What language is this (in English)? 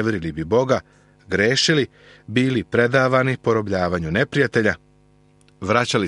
Serbian